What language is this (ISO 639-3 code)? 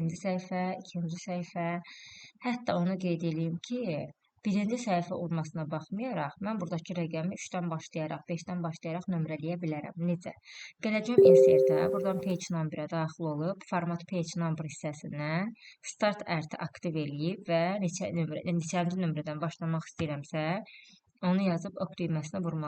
aze